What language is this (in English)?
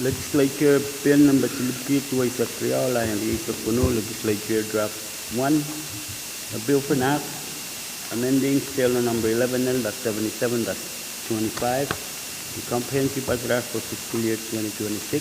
Pohnpeian